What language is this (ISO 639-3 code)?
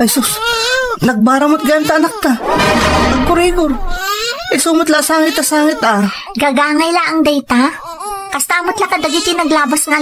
ilo